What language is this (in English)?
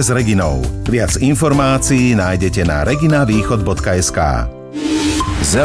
Slovak